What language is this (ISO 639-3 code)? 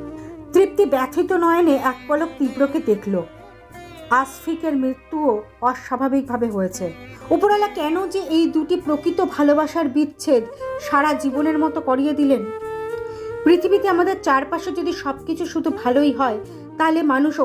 ben